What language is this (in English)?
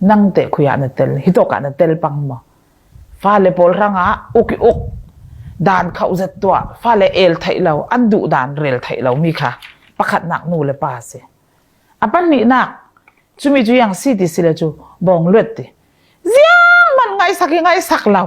Falam Chin